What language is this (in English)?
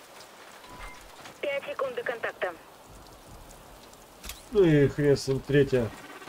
Russian